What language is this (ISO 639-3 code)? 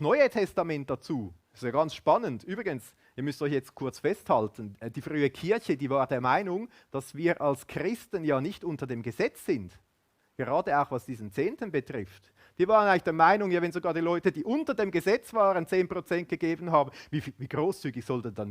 gsw